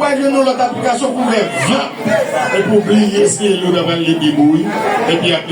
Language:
Haitian Creole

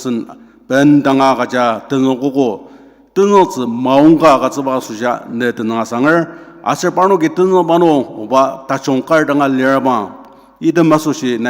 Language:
Ao Naga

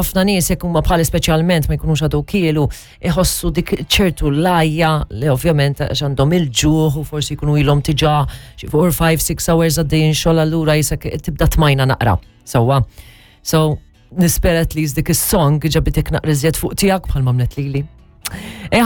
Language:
Maltese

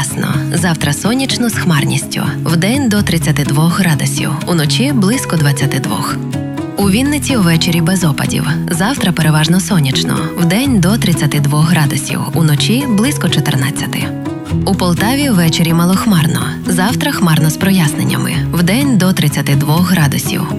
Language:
Ukrainian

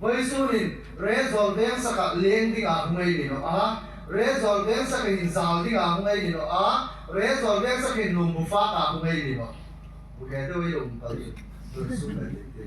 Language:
Hmar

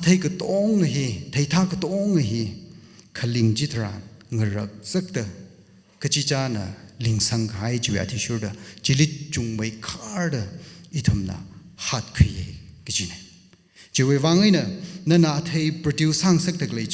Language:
Tangkhul Naga (India)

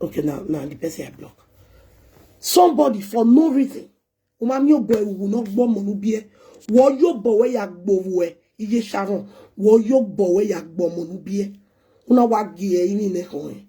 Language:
Nigerian Pidgin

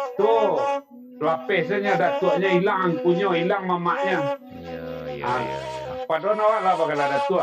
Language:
Minangkabau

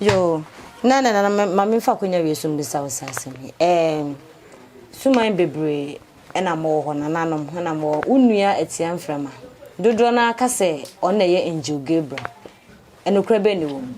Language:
Akan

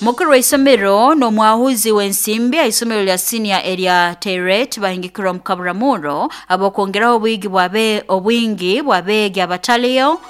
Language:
Nyoro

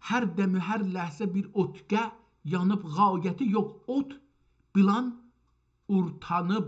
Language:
South Azerbaijani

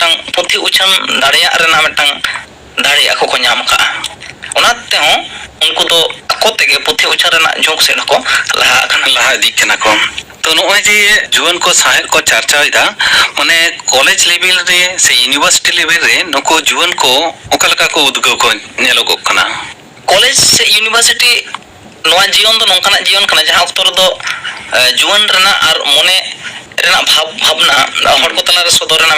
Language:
Santali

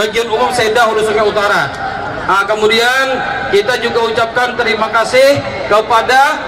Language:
Banjar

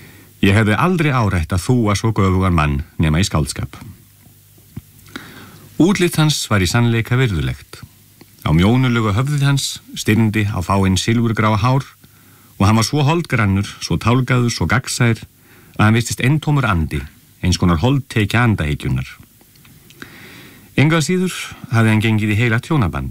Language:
Icelandic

